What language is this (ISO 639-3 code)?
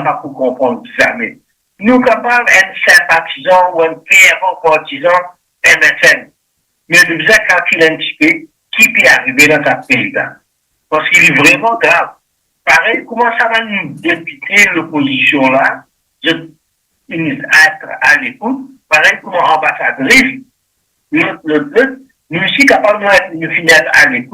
mfe